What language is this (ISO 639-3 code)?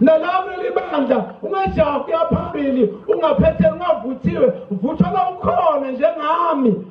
zul